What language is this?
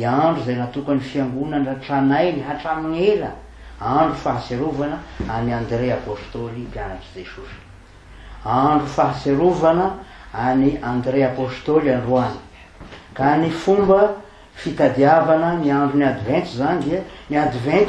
Malagasy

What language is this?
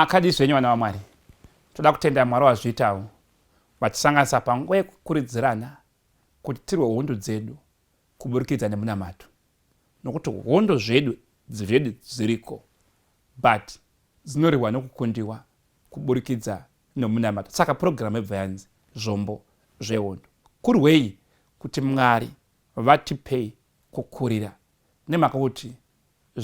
Shona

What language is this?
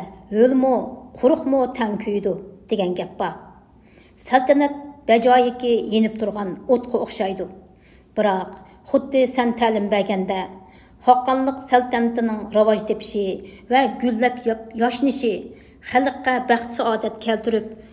Uyghur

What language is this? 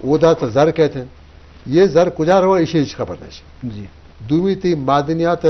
Eastern Balochi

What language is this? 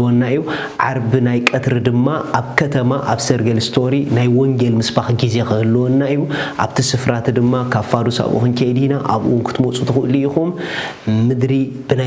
Tigrinya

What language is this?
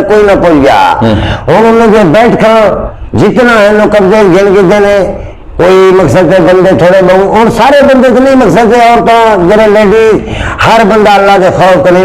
Saraiki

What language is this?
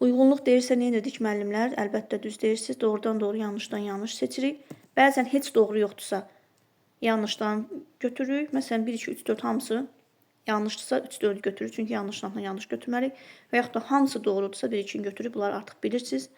Azerbaijani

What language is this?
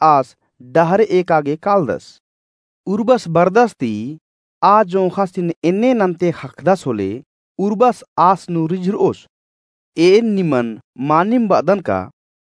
Kurukh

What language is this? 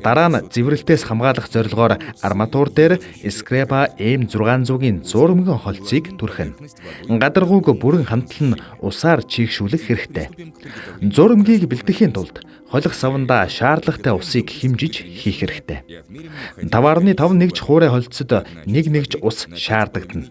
Mongolian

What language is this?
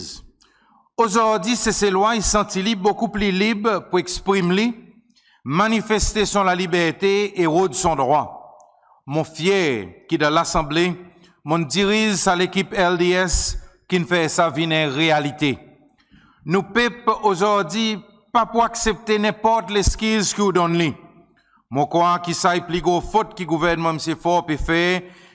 Seselwa Creole French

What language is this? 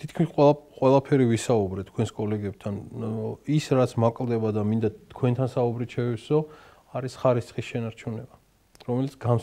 Georgian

